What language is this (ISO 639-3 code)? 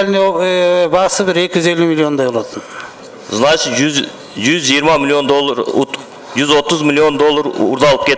kir